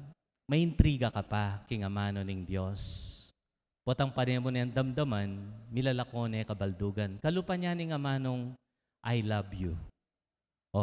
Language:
Pampanga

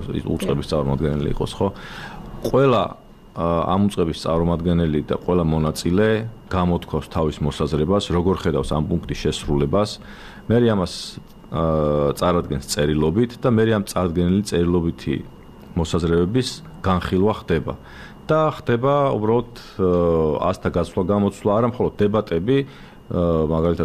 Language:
Georgian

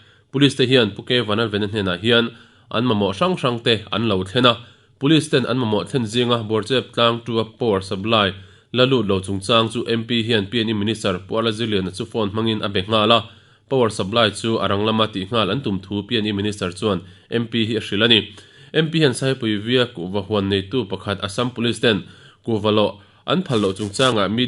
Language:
Mizo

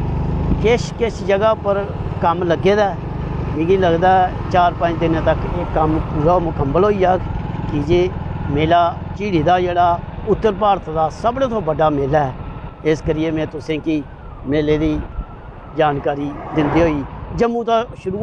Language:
Dogri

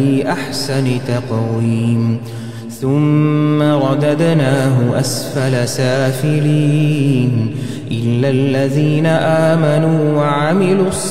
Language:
Arabic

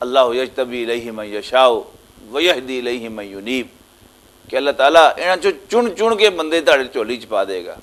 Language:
Western Panjabi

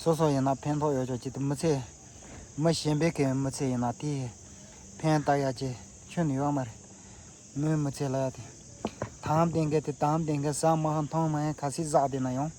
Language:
Tibetan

